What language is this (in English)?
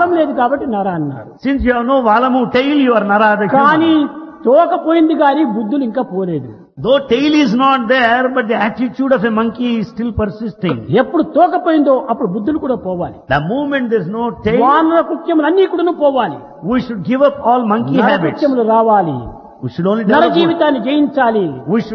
Telugu